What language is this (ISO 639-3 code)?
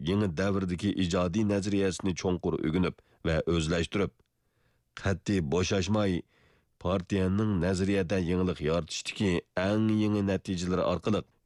uig